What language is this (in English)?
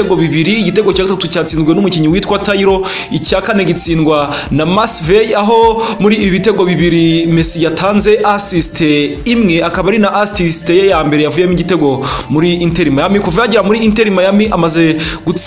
Kinyarwanda